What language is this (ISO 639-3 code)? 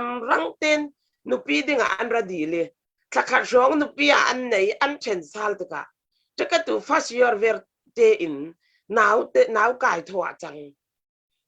cfm